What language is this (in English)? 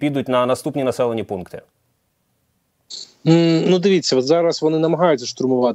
Ukrainian